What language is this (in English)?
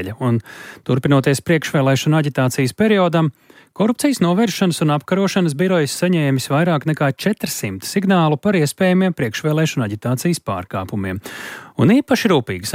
Latvian